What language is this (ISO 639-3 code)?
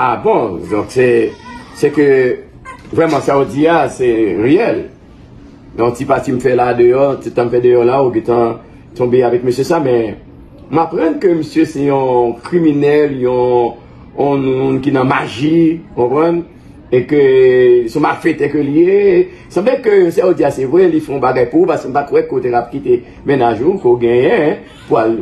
hat